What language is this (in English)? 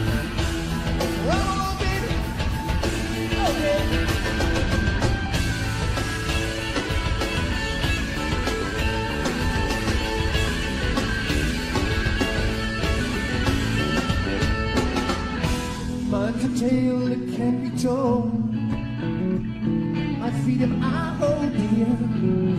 English